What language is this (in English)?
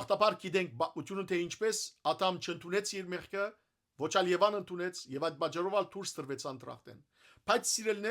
Western Armenian